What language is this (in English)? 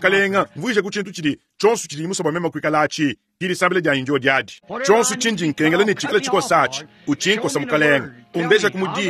Luba-Lulua